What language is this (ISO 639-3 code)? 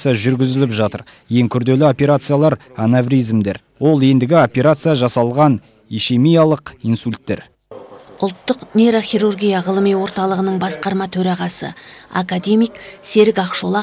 kaz